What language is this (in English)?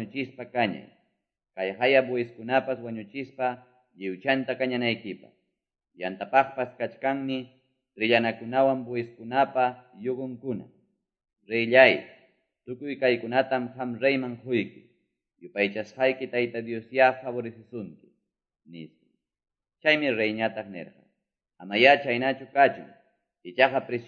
Quechua